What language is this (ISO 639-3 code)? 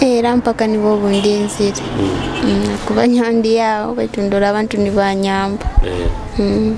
nyo